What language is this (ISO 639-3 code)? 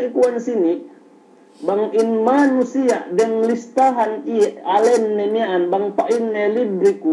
yka